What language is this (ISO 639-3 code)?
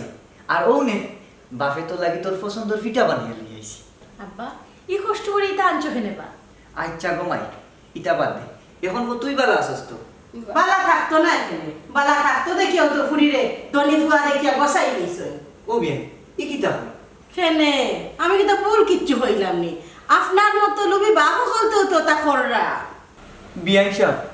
syl